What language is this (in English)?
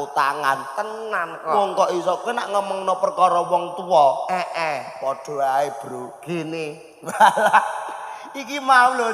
Javanese